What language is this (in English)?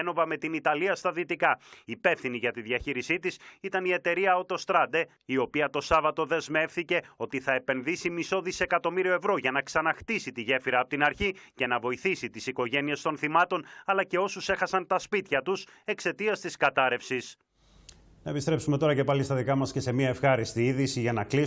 Greek